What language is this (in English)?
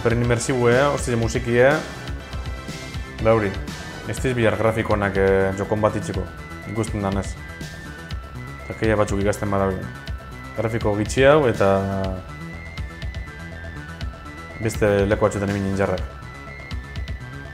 Basque